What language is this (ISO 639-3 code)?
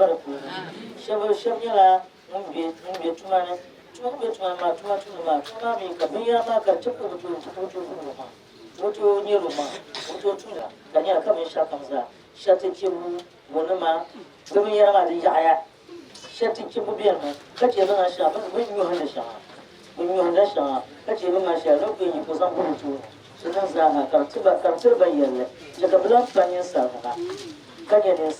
dag